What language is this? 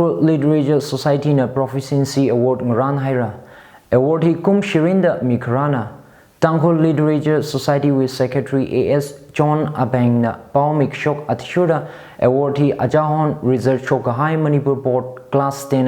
Tangkhul Naga (India)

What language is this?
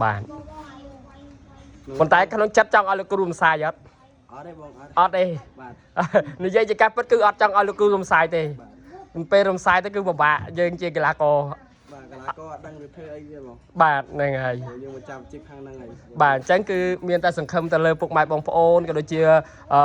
Khmer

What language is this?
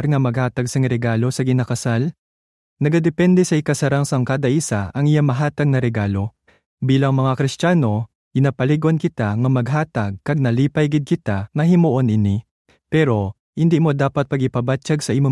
Hiligaynon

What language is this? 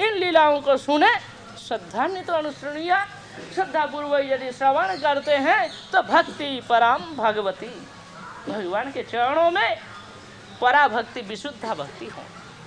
Hindi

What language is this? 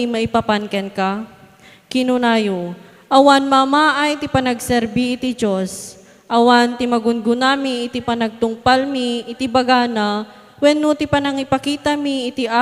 Iloko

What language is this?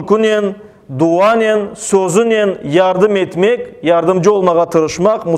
Crimean Tatar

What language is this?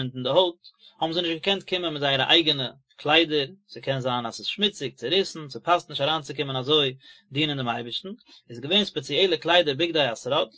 Yiddish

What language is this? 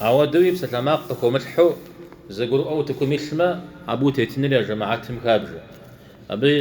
Kabardian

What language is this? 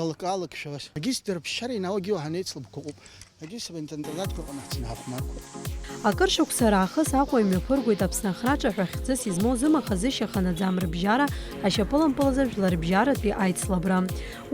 Abkhazian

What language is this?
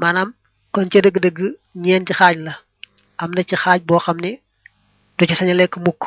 Wolof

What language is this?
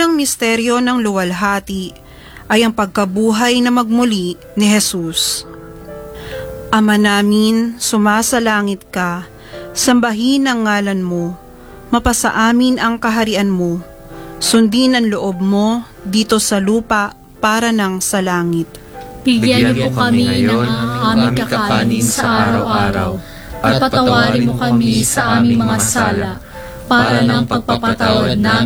Filipino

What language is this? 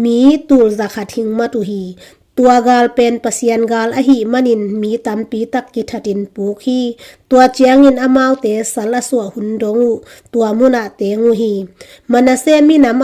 Tedim Chin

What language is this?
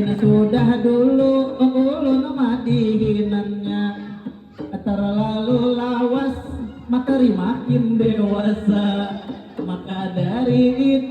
Banjar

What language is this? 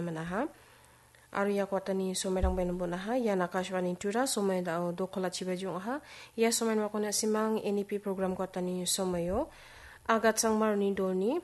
Garo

